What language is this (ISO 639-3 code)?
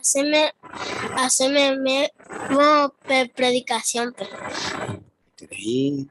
grn